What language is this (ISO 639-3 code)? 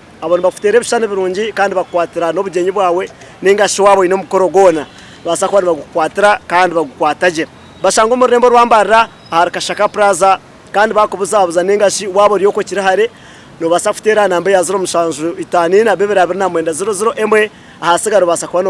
nyn